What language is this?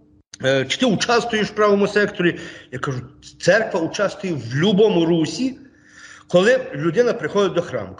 Ukrainian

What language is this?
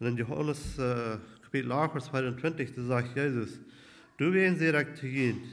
Plautdietsch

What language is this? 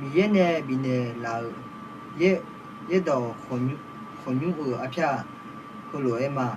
Akha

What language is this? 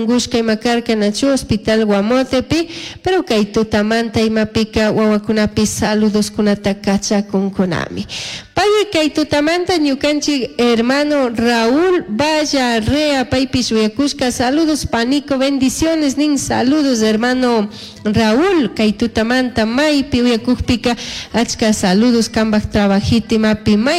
Chimborazo Highland Quichua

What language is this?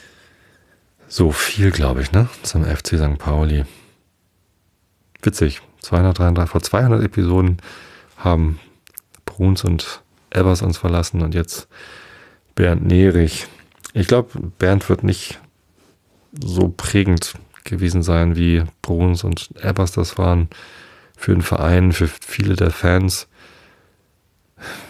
German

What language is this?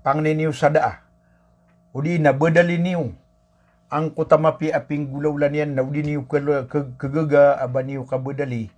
Maranao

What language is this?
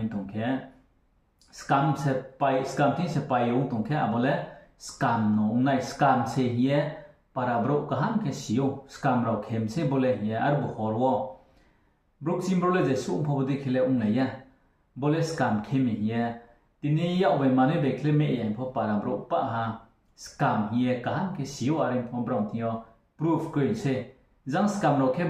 Riang (India)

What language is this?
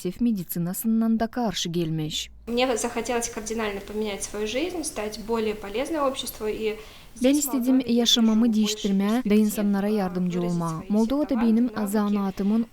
Gagauz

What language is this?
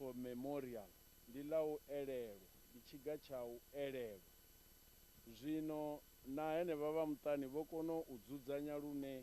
Venda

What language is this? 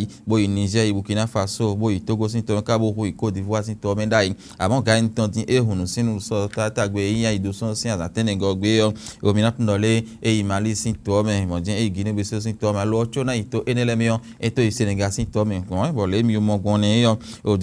Fon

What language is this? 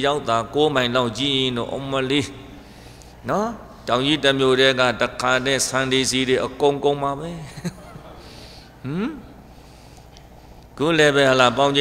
Burmese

